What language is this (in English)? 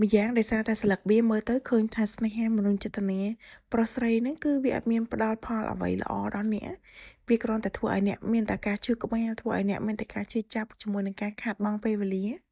Khmer